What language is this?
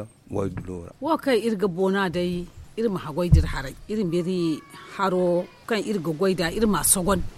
Zarma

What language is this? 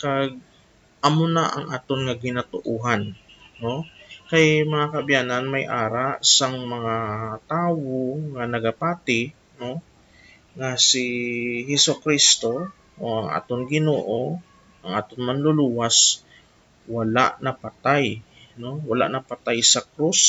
Hiligaynon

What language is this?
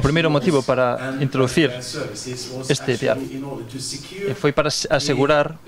Galician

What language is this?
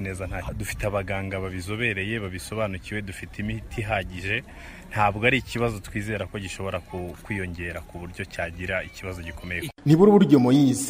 Kinyarwanda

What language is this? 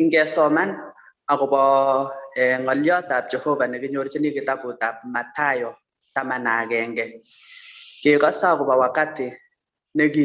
Kalenjin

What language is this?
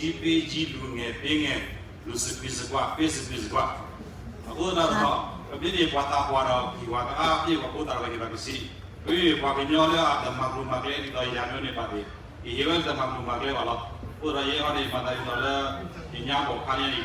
S'gaw Karen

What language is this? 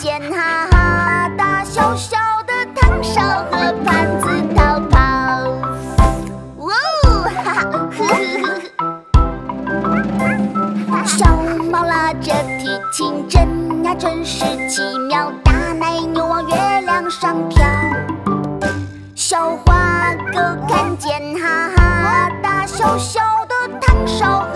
Chinese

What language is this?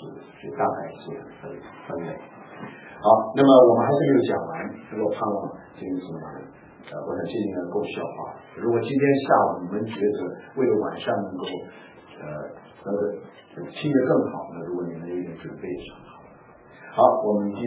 Chinese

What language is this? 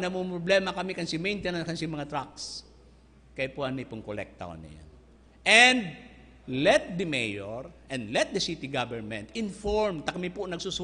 Bikol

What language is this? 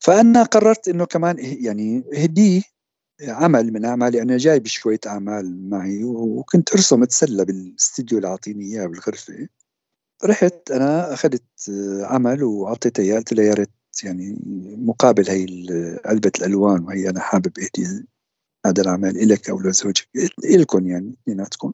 North Levantine Arabic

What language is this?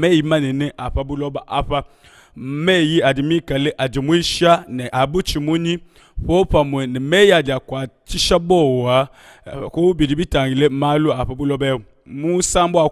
Luba-Lulua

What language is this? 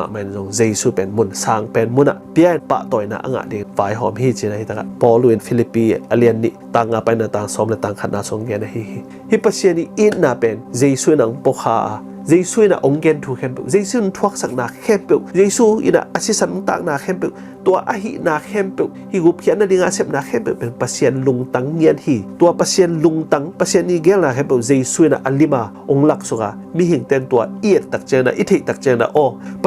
Tedim Chin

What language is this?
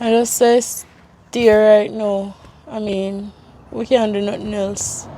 Jamaican Creole English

